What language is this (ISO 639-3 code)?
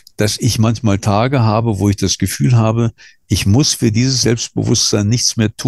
deu